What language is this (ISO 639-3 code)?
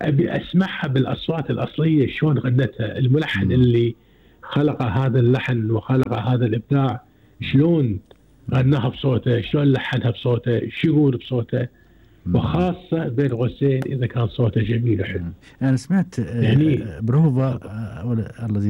afb